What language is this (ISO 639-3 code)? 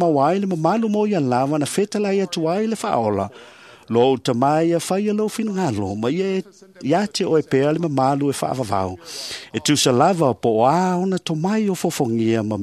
smo